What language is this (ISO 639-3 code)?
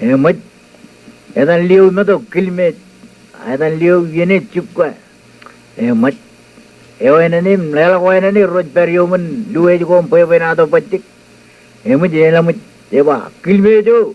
mah